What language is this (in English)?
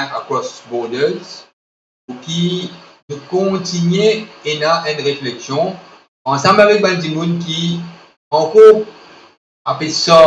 Morisyen